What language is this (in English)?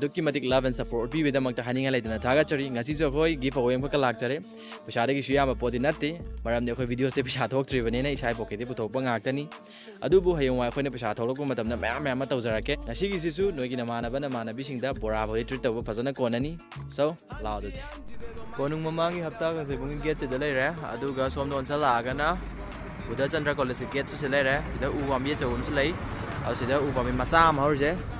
Manipuri